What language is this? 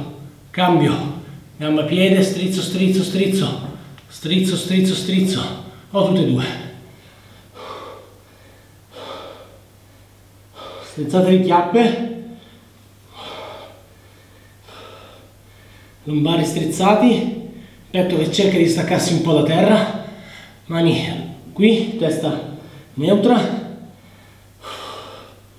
Italian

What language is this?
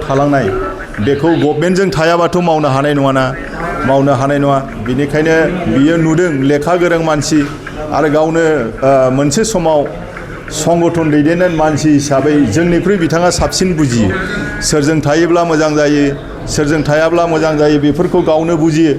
Bodo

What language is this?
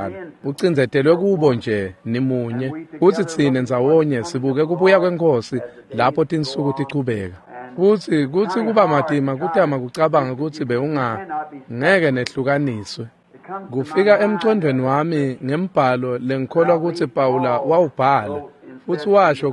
Swati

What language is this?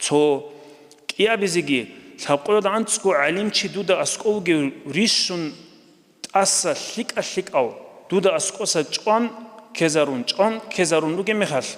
Avaric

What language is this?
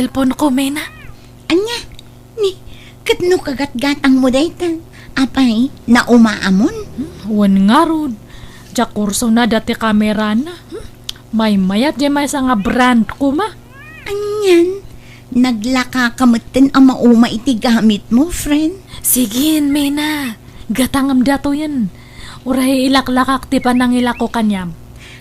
Iloko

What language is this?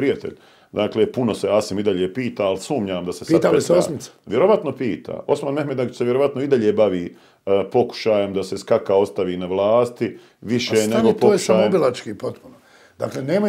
Bosnian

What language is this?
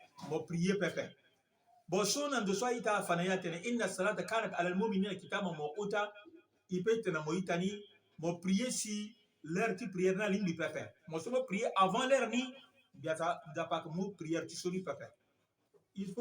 Sango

